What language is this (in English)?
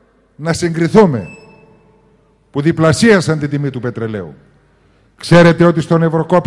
Greek